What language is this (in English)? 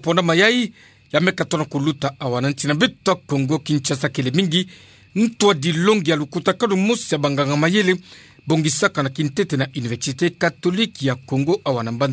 Kituba (Democratic Republic of Congo)